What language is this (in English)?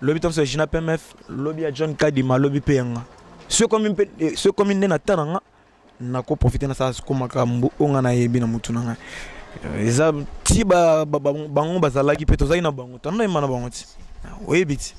Lingala